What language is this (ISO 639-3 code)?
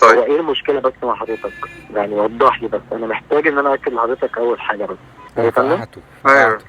arz